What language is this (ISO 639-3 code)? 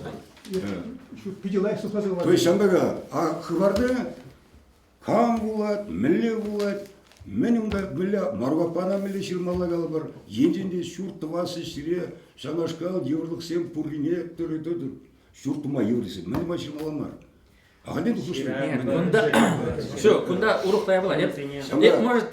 chv